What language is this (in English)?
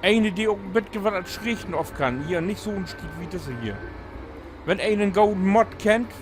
Low German